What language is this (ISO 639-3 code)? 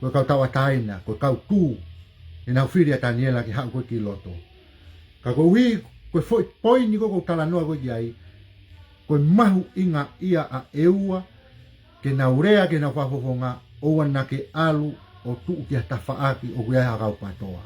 ton